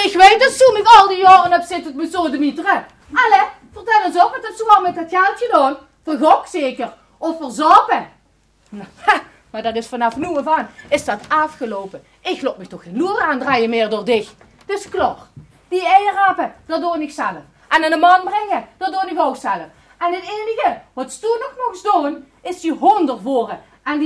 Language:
Limburgish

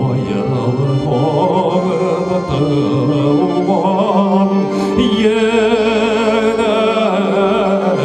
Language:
Bashkir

